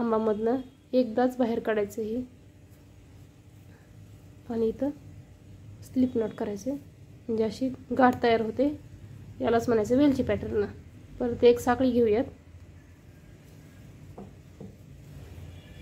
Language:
Marathi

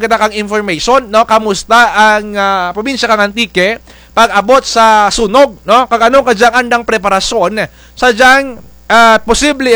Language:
Kinaray-a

